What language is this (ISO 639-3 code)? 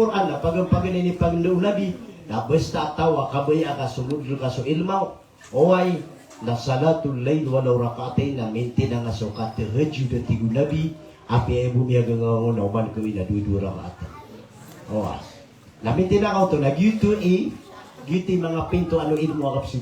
mrw